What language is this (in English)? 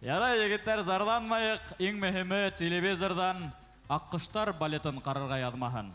Bashkir